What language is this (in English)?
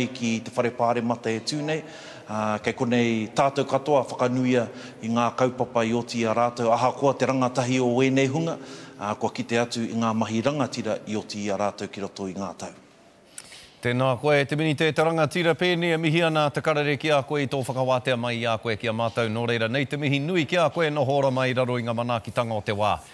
Māori